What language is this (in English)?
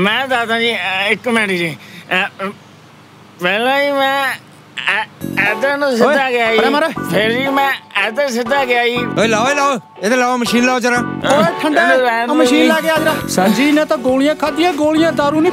Punjabi